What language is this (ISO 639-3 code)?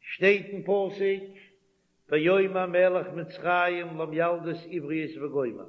yid